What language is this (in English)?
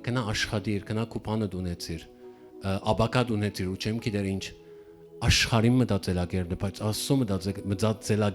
Western Armenian